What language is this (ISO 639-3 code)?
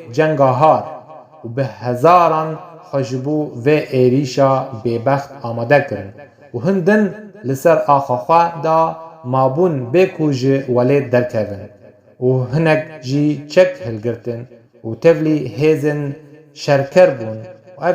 kur